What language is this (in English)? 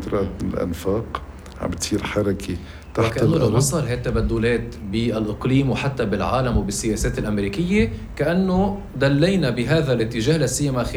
North Levantine Arabic